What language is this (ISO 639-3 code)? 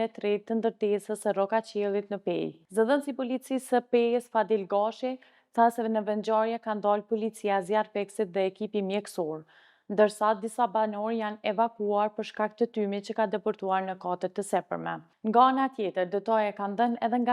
sqi